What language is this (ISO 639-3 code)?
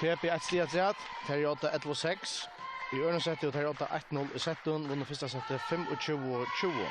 fao